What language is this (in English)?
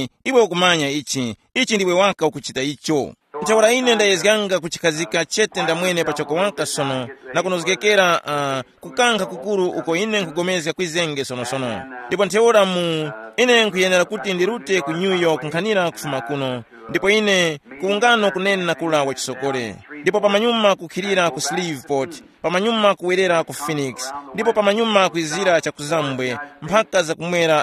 Tumbuka